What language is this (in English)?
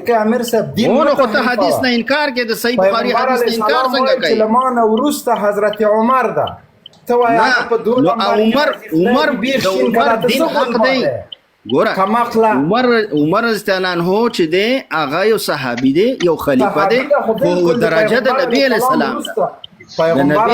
Pashto